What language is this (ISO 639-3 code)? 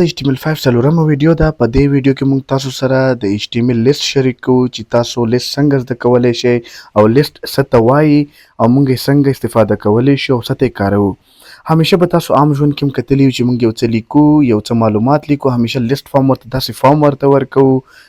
pus